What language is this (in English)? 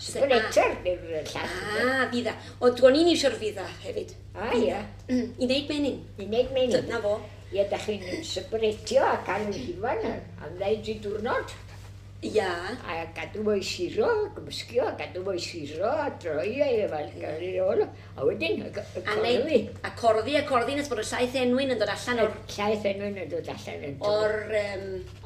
Welsh